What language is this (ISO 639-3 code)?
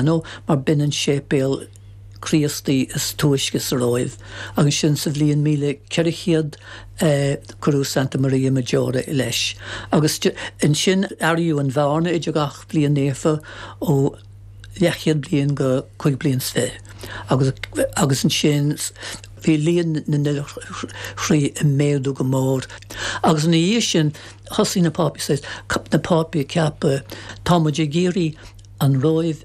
gle